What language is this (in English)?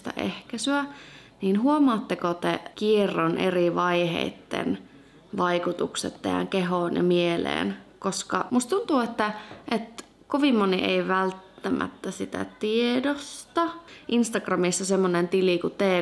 Finnish